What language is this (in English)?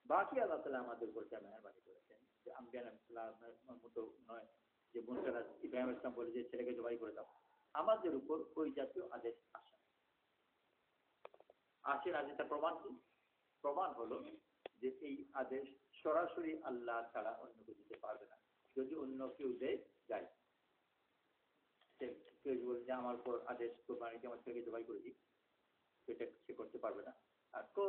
Bangla